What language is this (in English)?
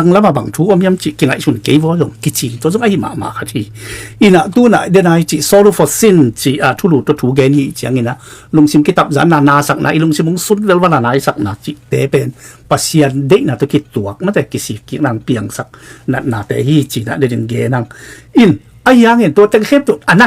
Tedim Chin